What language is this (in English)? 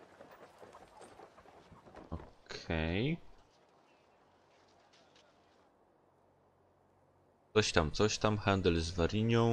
Polish